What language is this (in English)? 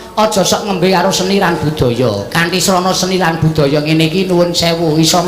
Javanese